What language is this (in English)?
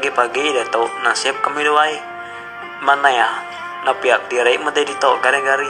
Iban